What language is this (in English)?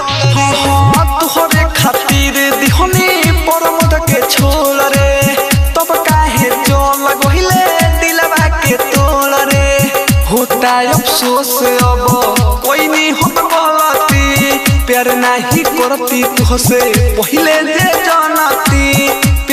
Bhojpuri